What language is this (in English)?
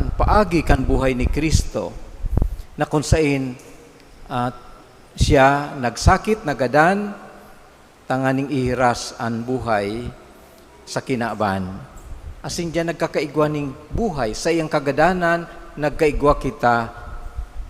Bikol